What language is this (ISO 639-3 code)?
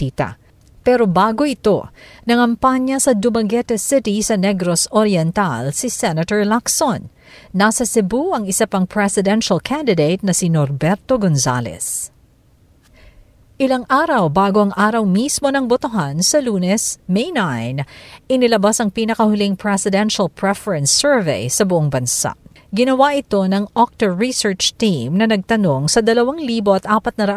fil